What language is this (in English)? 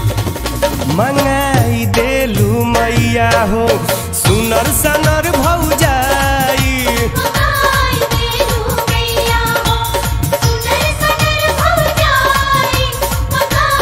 Bhojpuri